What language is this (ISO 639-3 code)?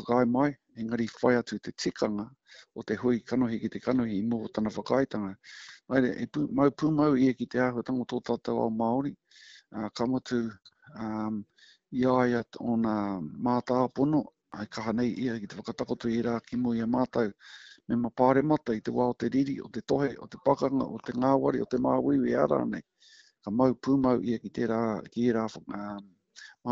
mri